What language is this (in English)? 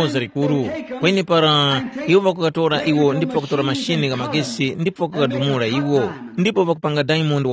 Tumbuka